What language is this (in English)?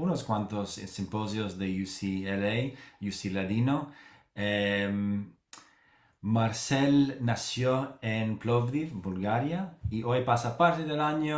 Ladino